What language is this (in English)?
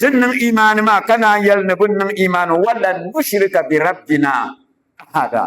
Dagbani